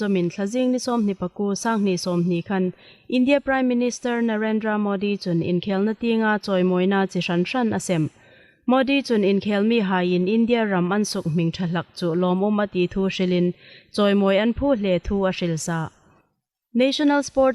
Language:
Hmar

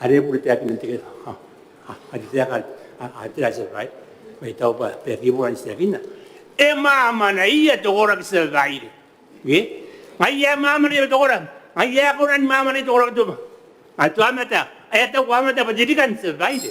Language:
Gilbertese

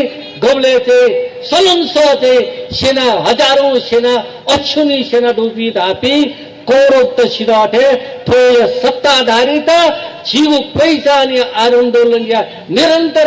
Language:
Newari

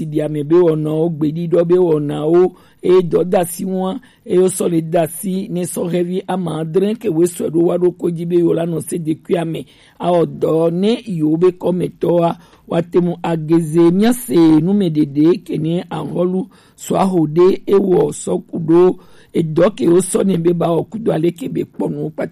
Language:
Gen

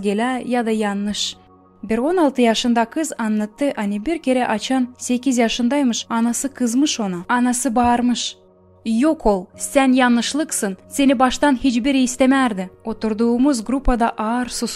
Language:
Gagauz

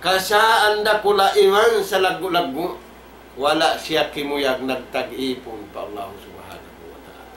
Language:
Tausug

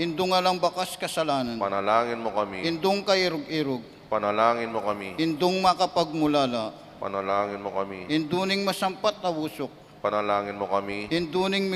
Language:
Pampanga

